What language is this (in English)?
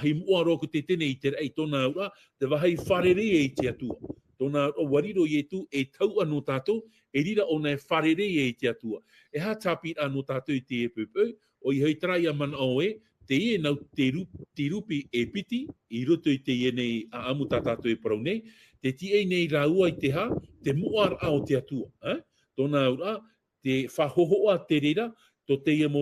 Tahitian